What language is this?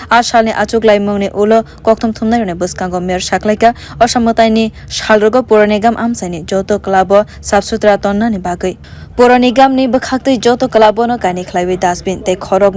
Kok Borok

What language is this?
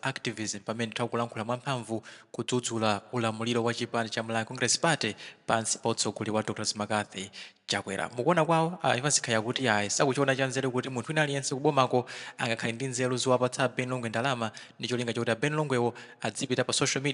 Nyanja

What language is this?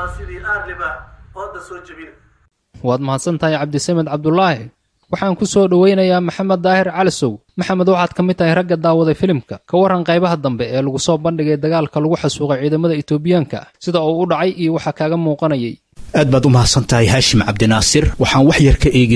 Somali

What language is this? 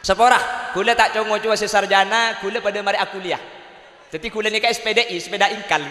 Madurese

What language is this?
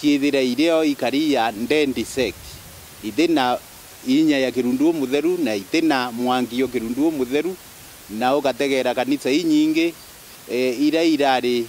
Meru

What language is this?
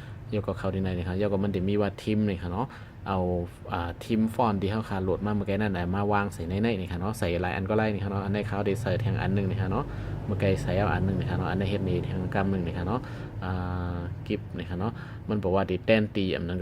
Shan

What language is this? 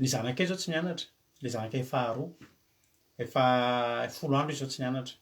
Malagasy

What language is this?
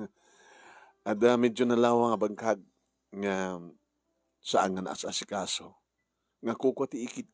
Iloko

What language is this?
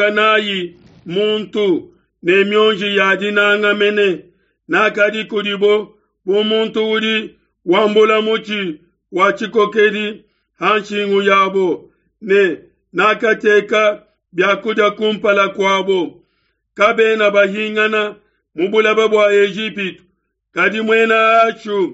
Luba-Lulua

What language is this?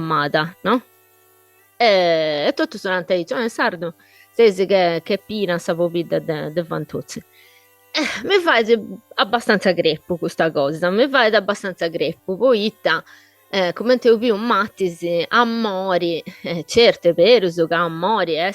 Sardinian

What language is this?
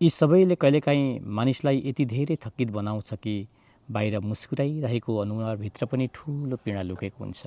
Nepali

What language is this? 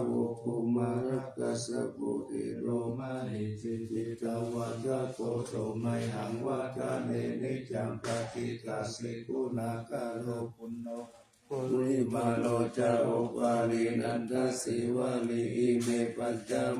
Pali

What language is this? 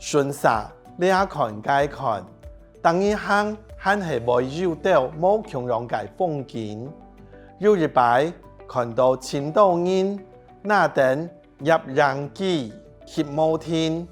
Hakka Chinese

